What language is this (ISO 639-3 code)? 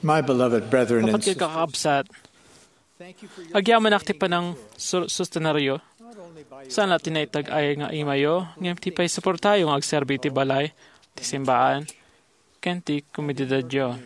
ilo